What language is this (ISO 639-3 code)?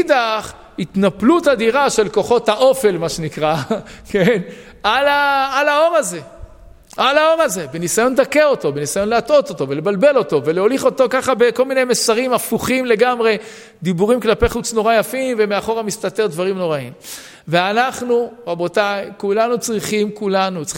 heb